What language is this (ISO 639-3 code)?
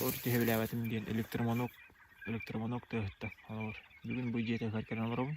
sah